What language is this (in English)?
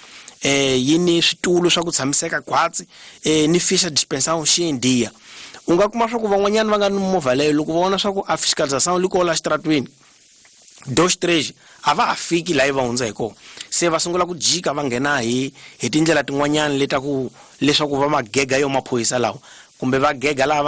Tsonga